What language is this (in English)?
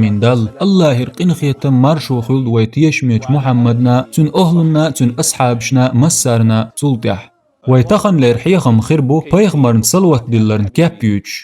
Chechen